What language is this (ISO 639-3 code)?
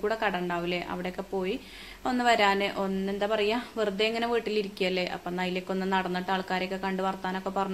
mal